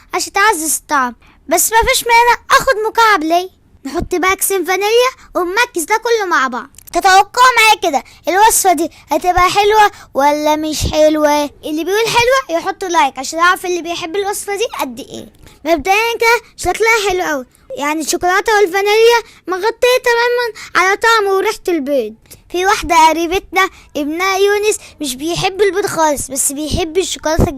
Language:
Egyptian Arabic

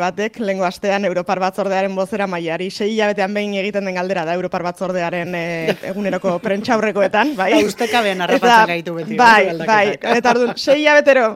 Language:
Basque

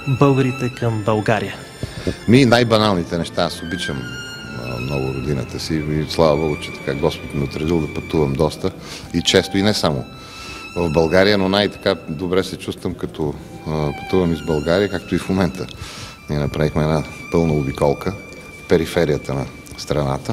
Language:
Bulgarian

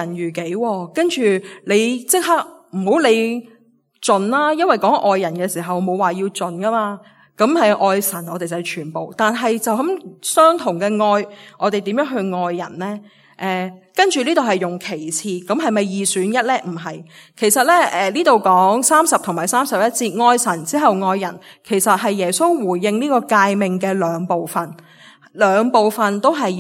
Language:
Cantonese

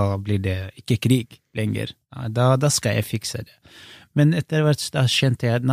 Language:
Norwegian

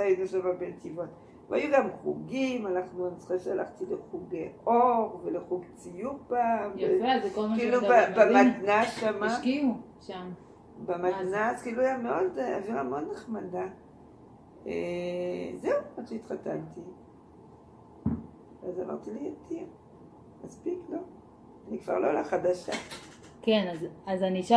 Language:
Hebrew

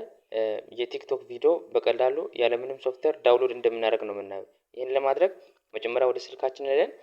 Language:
Amharic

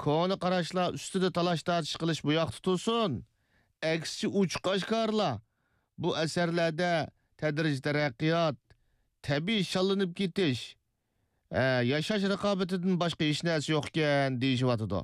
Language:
Uyghur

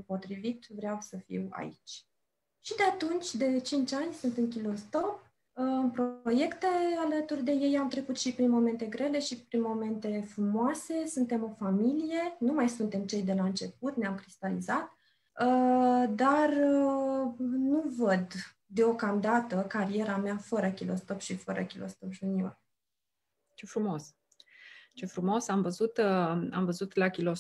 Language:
Romanian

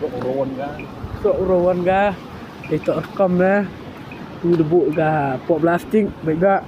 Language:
Khasi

